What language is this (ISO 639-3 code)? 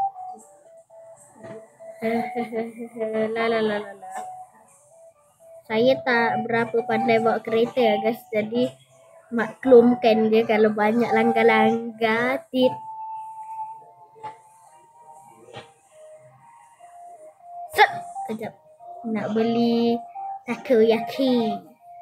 msa